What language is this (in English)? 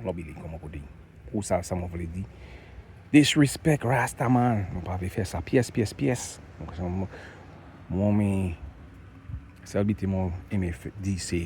Saint Lucian Creole French